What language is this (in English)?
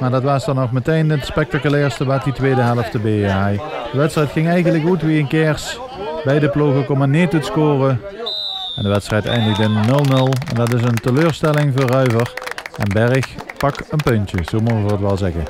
Limburgish